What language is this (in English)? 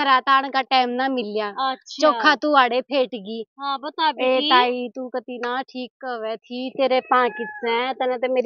Haryanvi